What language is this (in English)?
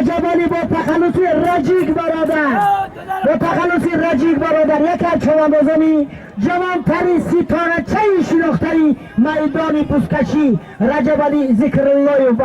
Tajik